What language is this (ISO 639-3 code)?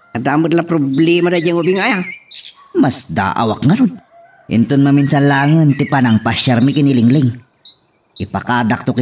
ilo